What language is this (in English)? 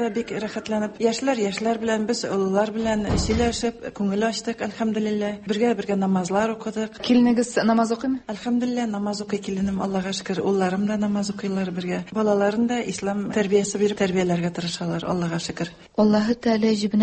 Tatar